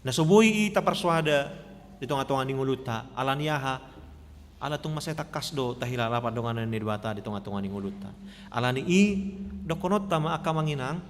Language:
Batak Toba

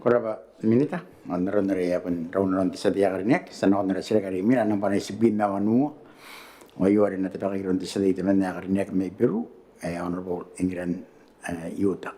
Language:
Gilbertese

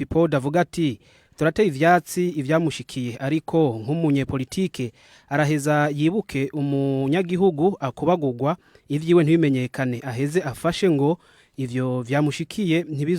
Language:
Rundi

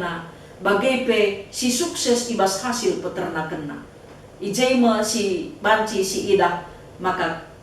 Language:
Batak Karo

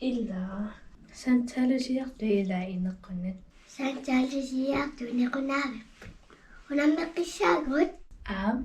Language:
Kalaallisut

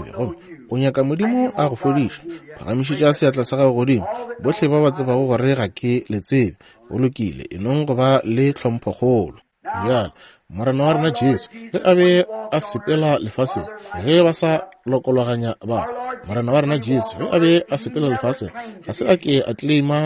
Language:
Northern Sotho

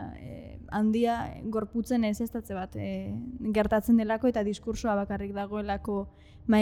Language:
Basque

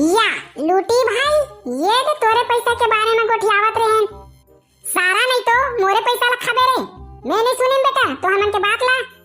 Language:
Chhattisgarhi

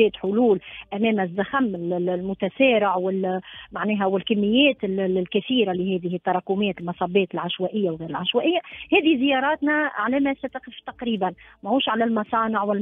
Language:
Tunisian Arabic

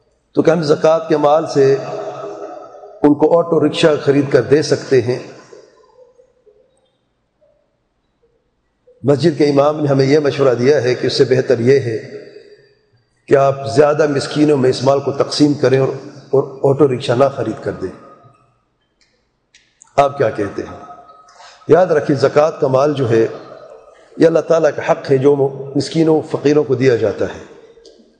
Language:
Urdu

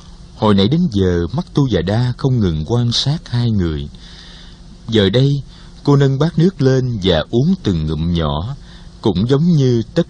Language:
Vietnamese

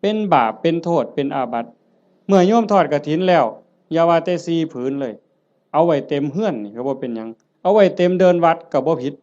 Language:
Northeastern Thai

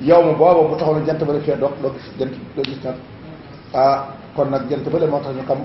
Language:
Wolof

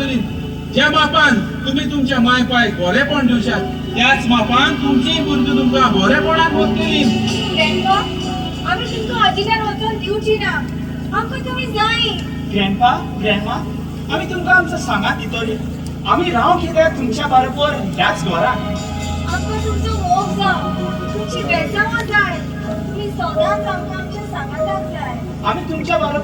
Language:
Konkani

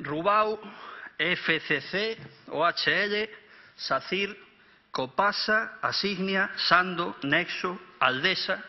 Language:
Galician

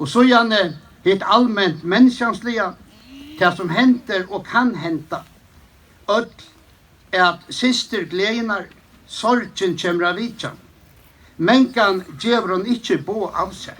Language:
Faroese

